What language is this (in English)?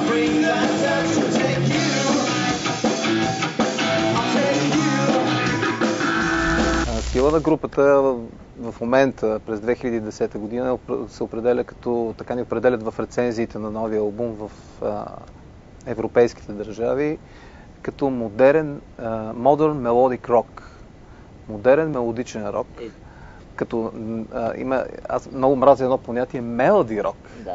Bulgarian